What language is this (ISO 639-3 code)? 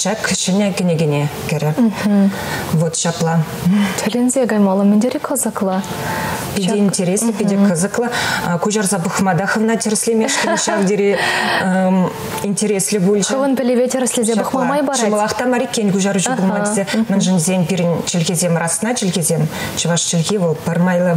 chv